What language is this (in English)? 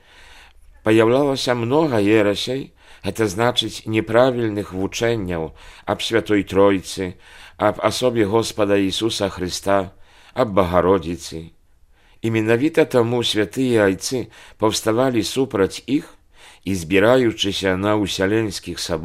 Belarusian